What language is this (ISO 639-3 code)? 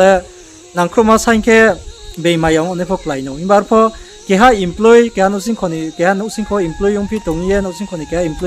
ria